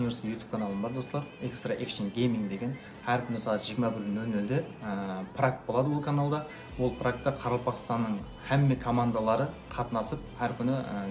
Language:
Kara-Kalpak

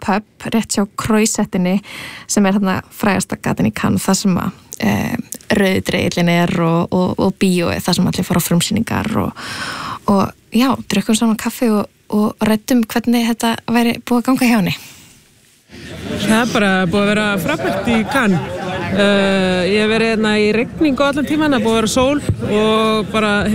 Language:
Icelandic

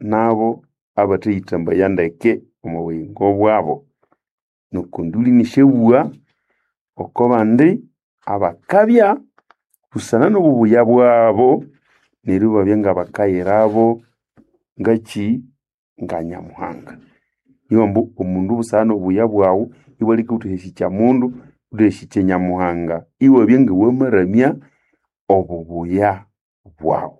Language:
Nande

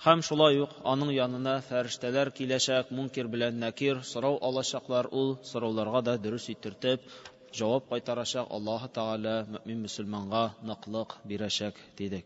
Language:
Tatar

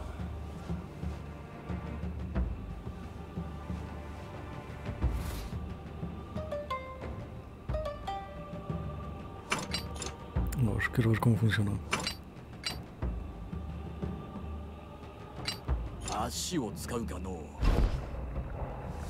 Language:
Japanese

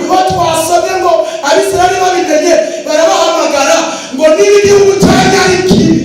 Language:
Kinyarwanda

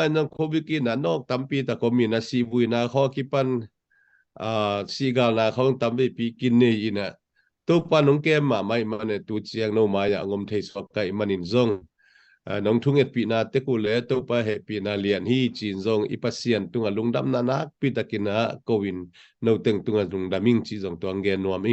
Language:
Tedim Chin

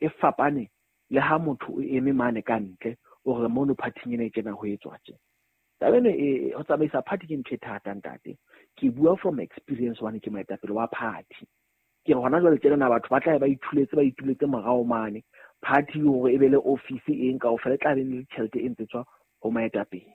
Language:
Southern Sotho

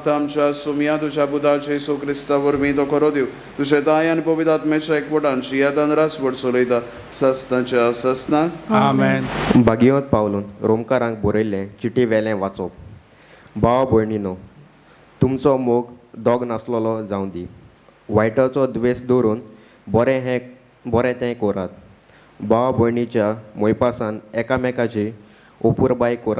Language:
Konkani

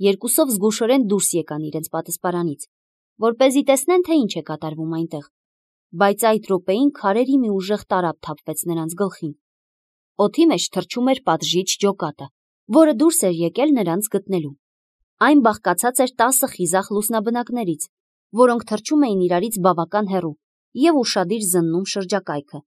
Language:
Armenian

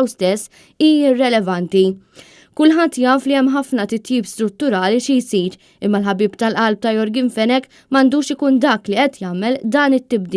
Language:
Maltese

